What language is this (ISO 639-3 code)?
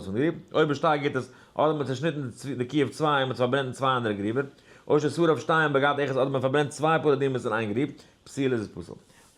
yid